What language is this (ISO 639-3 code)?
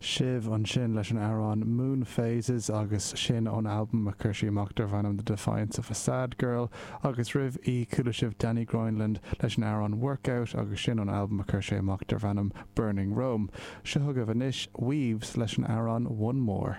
gle